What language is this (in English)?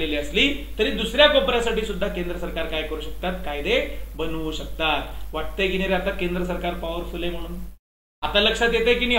Marathi